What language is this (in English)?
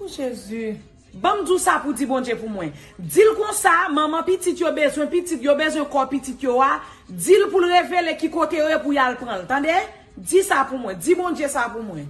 Haitian Creole